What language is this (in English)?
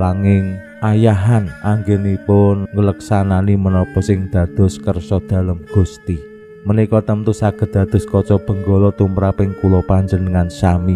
Javanese